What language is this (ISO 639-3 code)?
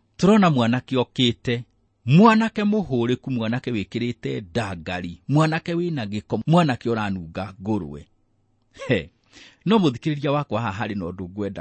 kik